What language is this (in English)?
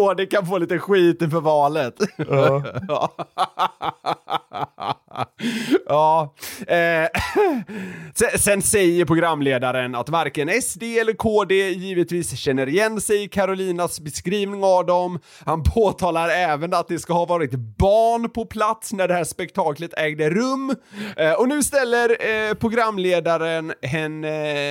Swedish